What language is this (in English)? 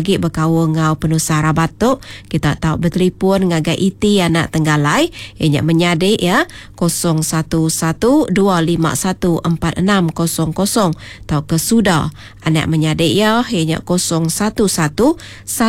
Iban